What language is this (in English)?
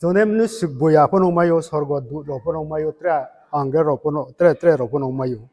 Riang (India)